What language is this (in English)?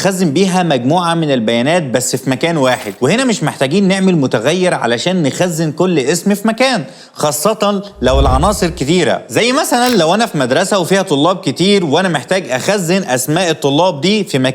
Egyptian Arabic